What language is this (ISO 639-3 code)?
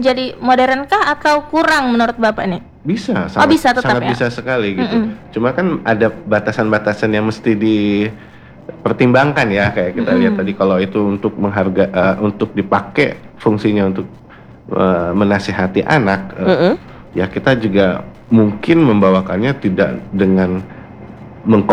ind